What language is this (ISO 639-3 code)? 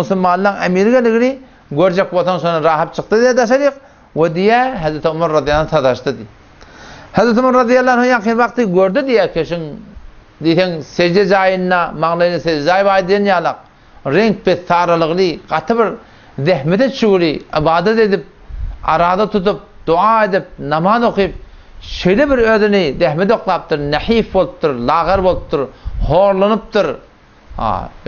tuk